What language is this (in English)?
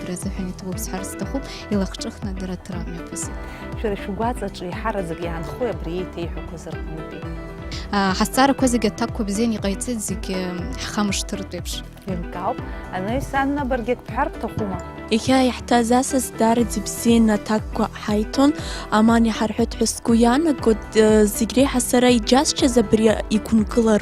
Abkhazian